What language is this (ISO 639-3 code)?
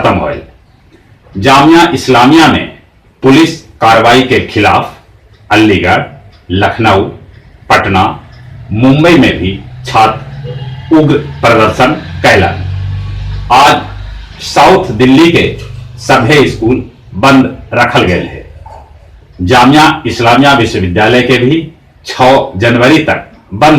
mag